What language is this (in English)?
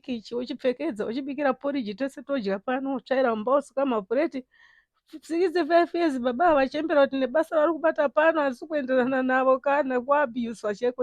Shona